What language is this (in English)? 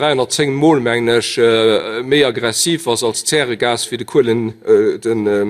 Luxembourgish